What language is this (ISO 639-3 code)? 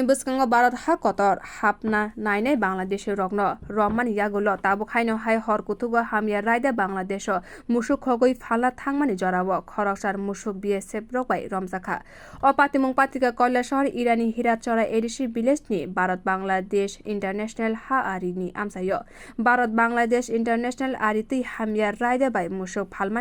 trp